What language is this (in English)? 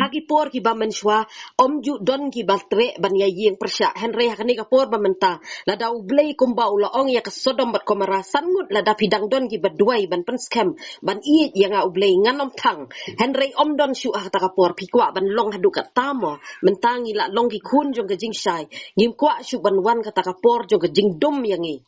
Khasi